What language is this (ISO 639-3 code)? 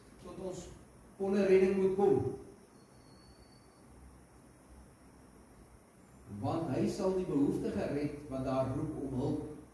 afr